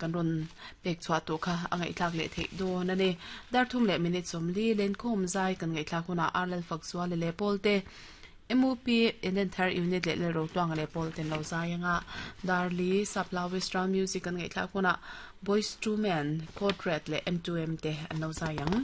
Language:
Mizo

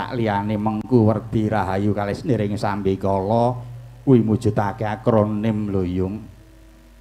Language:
Javanese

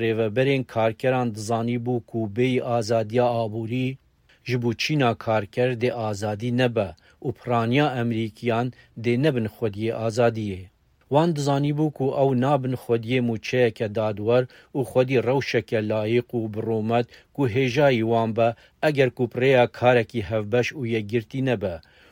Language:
Kurdish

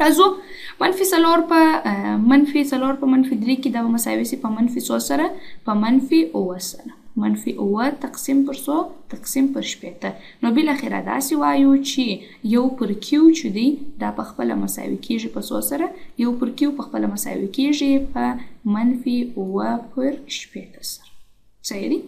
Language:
Pashto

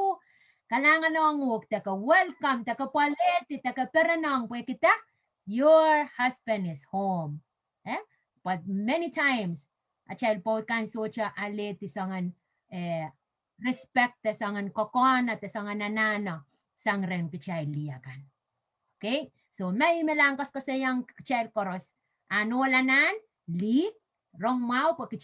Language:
Pohnpeian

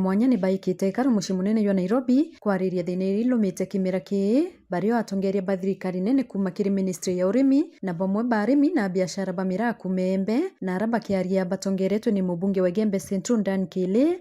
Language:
Meru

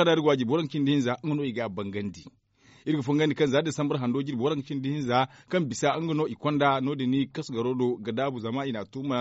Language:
Zarma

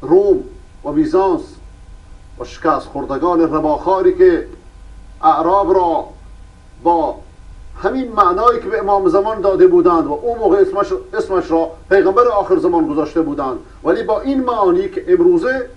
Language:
Persian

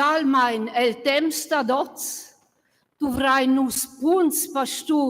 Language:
Romansh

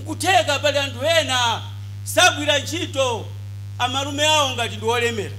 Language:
Nyanja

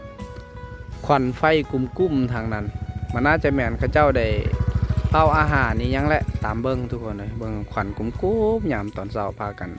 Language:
Lao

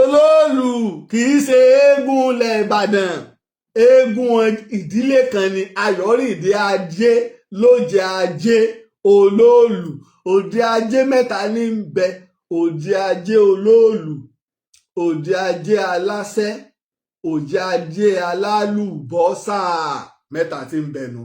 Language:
Yoruba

